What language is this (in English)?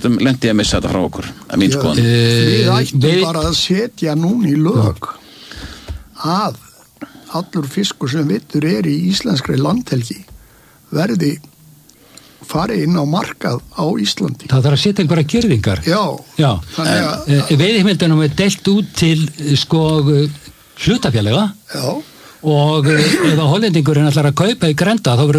Icelandic